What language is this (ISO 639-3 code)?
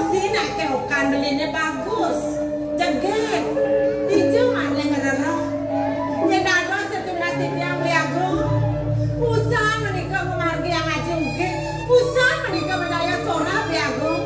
ban